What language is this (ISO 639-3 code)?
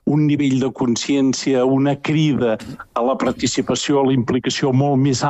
cat